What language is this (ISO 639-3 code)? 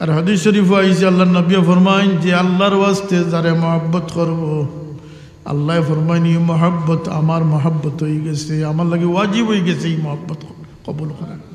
syl